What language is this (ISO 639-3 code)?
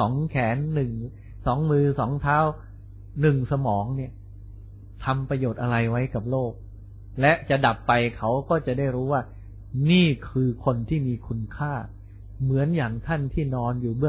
tha